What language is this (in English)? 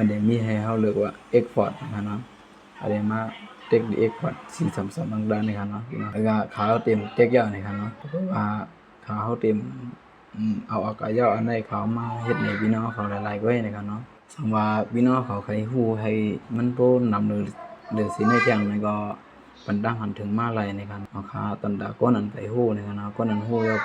Shan